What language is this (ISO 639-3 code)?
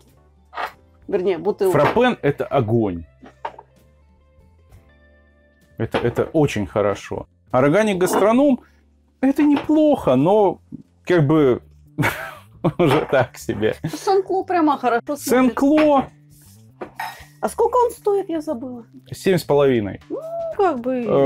rus